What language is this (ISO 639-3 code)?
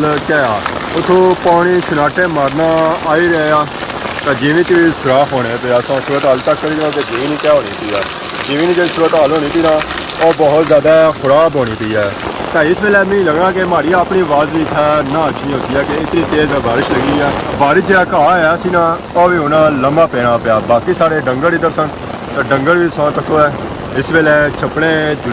phr